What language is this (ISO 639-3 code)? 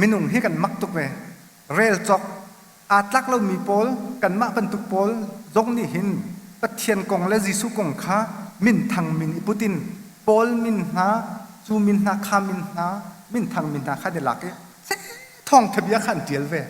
cnh